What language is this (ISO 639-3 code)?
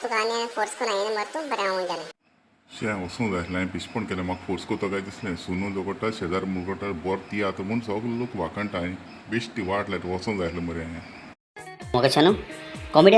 kok